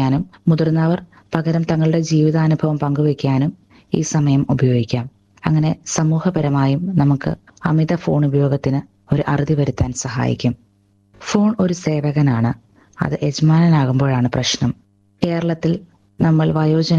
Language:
Malayalam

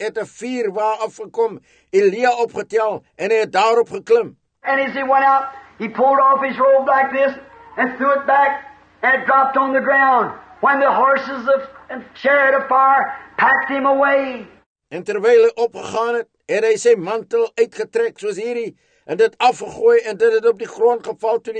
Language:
Afrikaans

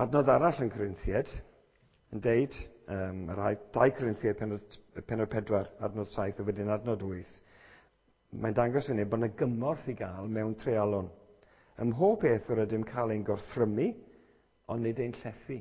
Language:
Welsh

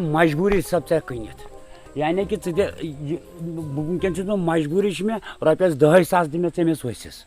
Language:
Kashmiri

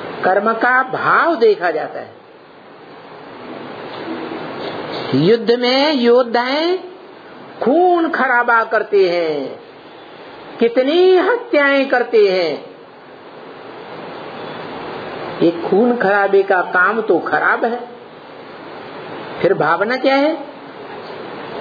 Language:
Hindi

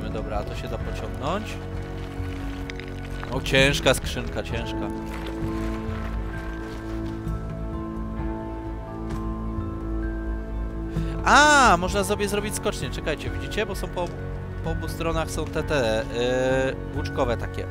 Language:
Polish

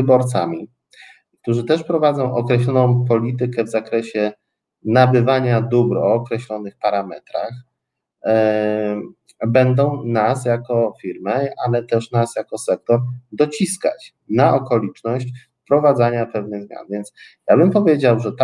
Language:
Polish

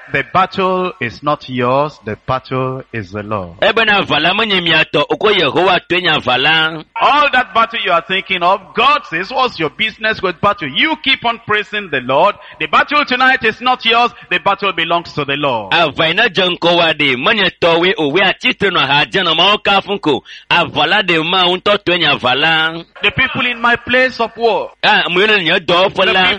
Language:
Ewe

